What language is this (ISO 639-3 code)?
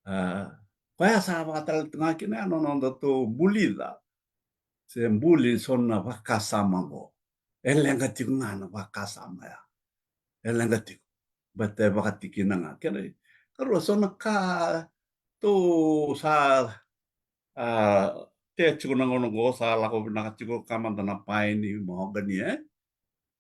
fij